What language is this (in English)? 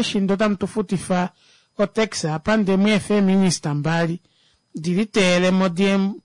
Kuanyama